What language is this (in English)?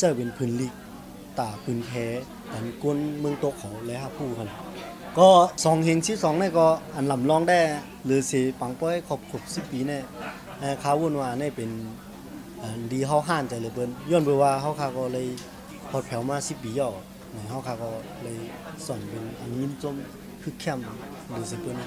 Shan